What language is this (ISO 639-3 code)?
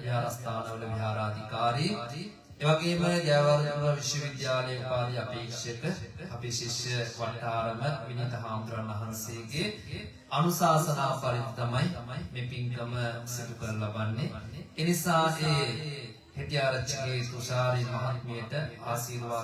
sin